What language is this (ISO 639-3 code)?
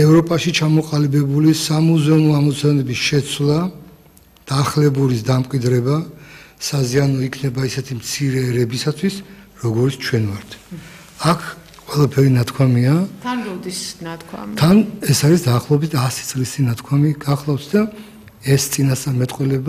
kat